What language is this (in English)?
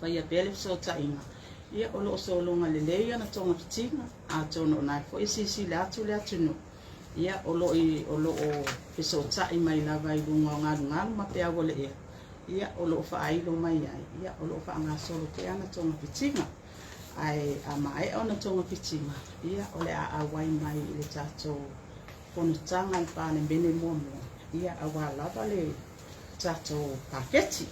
Samoan